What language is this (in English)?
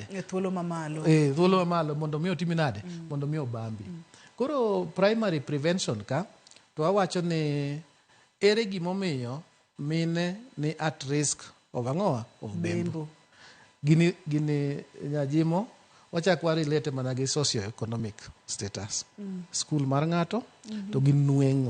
Luo (Kenya and Tanzania)